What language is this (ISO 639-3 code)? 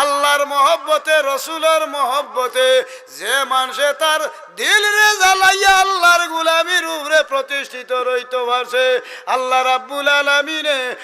syl